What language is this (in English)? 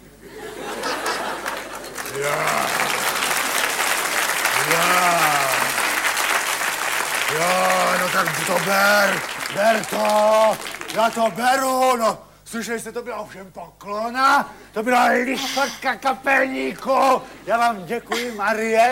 Czech